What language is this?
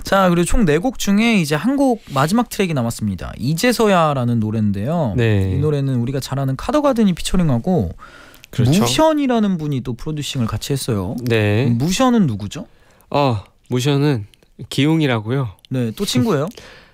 Korean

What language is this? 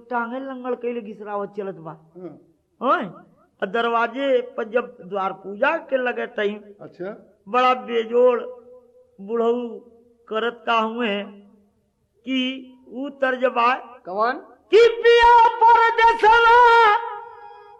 Bhojpuri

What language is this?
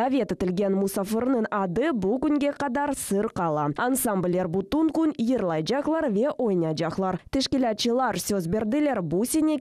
Crimean Tatar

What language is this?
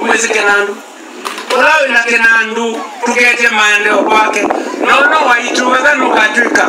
Kamba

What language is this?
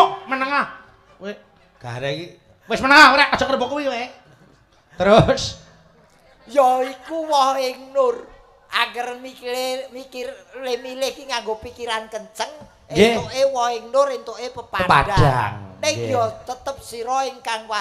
Javanese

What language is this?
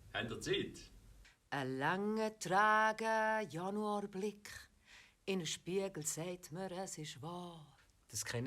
Swiss German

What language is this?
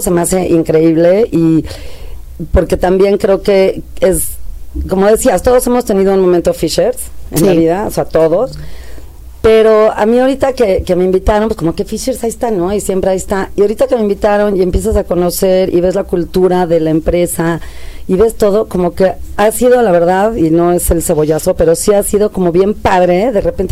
Spanish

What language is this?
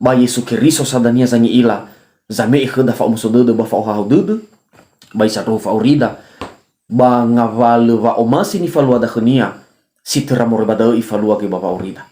Nias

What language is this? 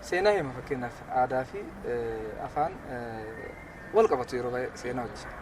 Oromo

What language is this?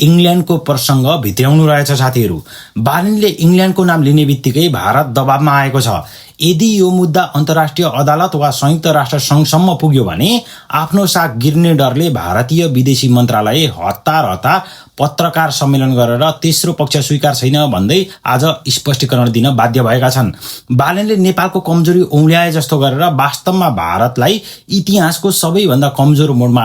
Nepali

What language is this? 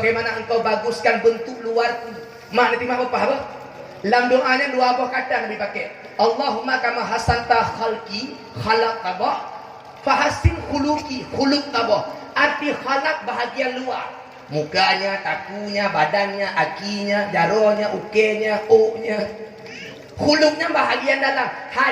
Achinese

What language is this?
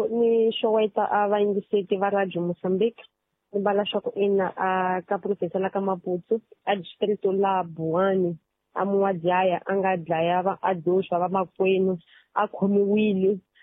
Tsonga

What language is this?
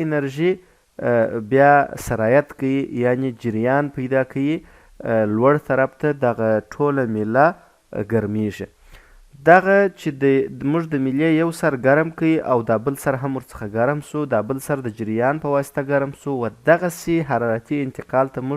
Pashto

